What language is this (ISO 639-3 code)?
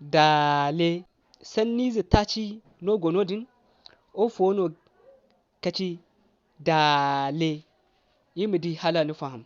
dje